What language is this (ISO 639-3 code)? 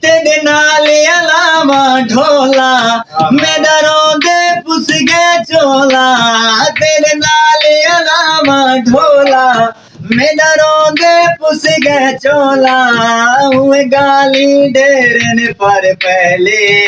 skr